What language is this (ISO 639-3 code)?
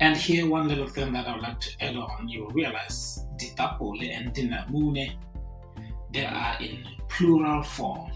tsn